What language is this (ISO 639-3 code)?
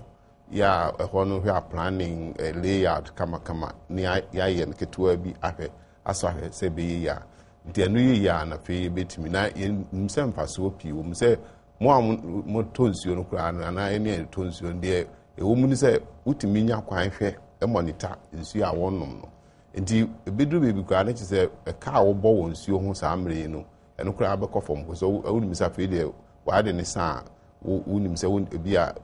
aka